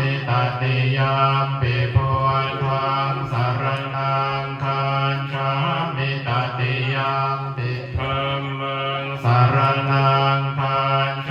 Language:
Pali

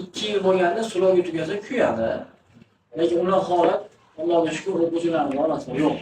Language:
Uzbek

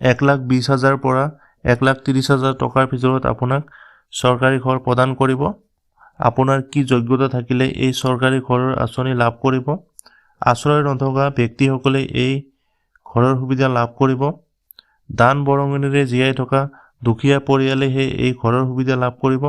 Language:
Assamese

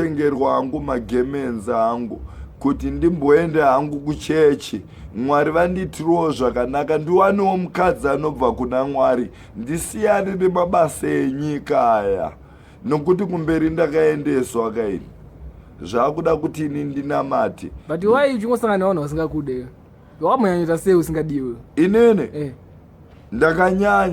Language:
Shona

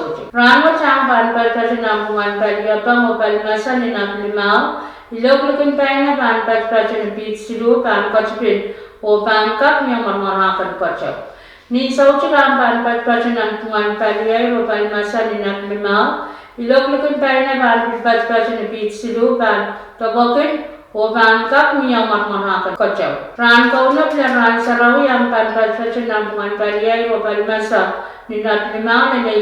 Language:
Pohnpeian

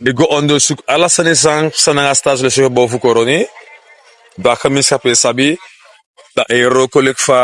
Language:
Sranan Tongo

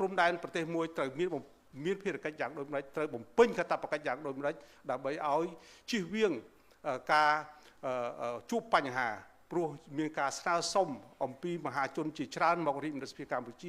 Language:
Khmer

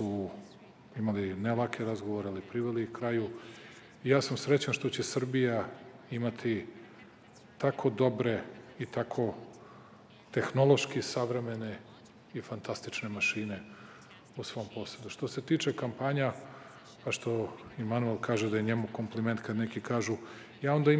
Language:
Serbian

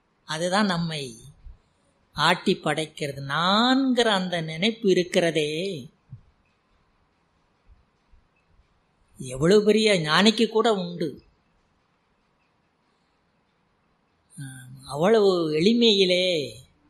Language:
Tamil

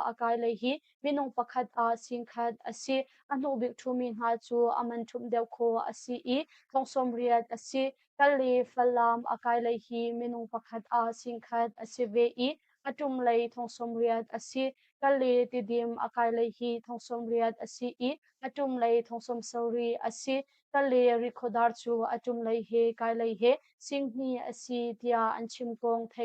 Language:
Hakha Chin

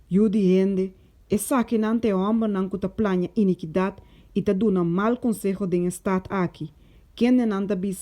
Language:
Papiamento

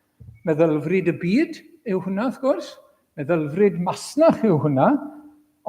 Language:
Welsh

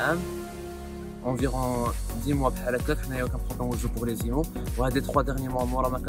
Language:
Moroccan Arabic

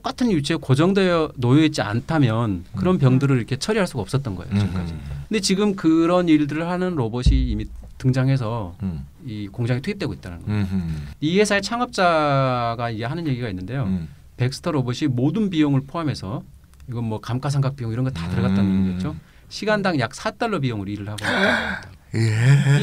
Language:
Korean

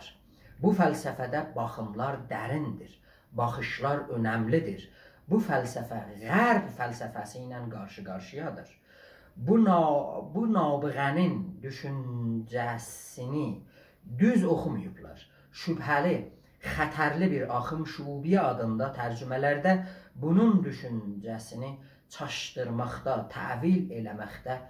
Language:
South Azerbaijani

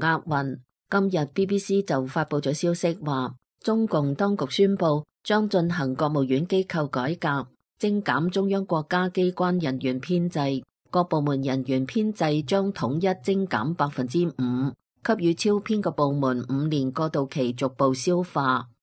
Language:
Cantonese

